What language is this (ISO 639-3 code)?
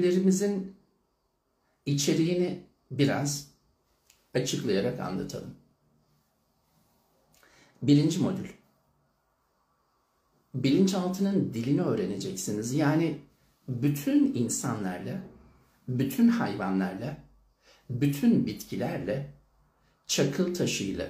tur